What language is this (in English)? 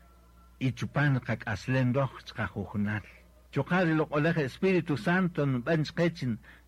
Kaqchikel